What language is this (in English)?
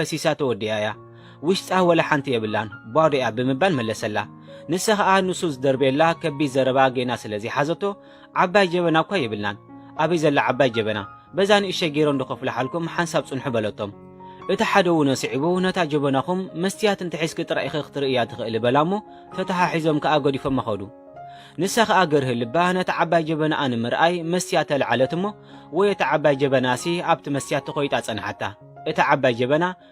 Tigrinya